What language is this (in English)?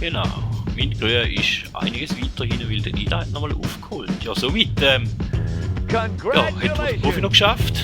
Swiss German